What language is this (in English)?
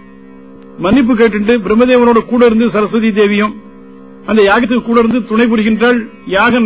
Tamil